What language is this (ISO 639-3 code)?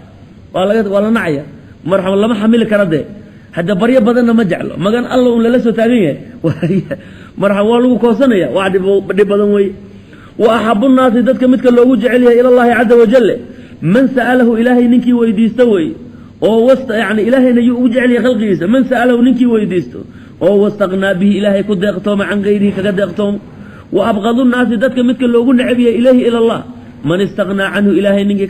som